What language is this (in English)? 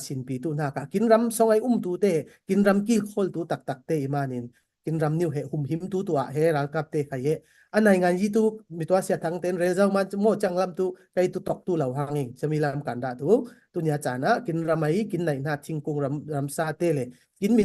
Falam Chin